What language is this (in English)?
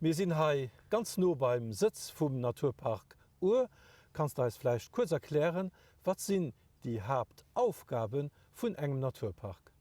Luxembourgish